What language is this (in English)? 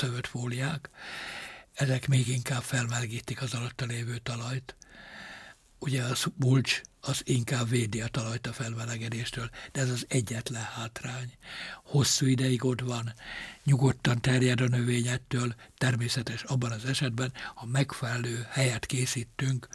Hungarian